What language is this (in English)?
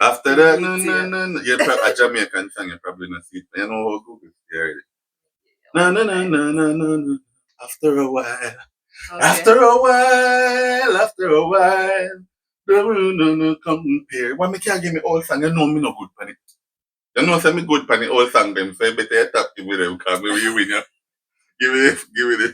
Jamaican Creole English